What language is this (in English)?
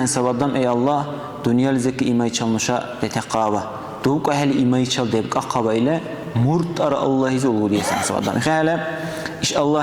Dargwa